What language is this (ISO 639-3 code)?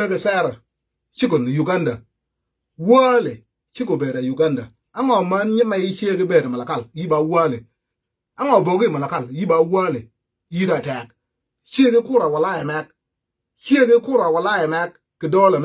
nus